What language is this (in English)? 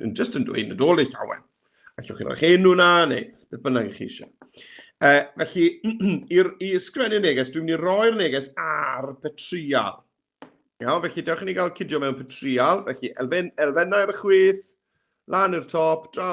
Welsh